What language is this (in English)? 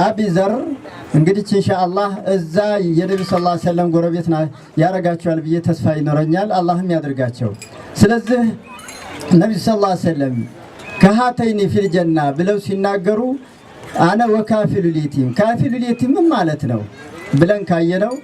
Amharic